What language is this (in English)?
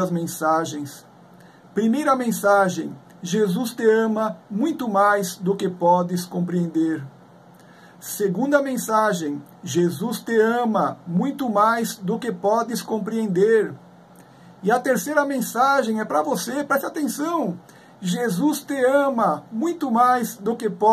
Portuguese